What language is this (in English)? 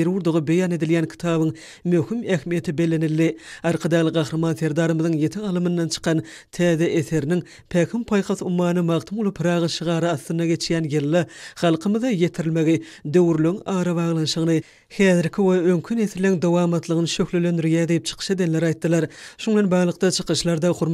Turkmen